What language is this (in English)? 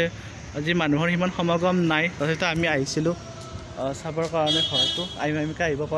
Assamese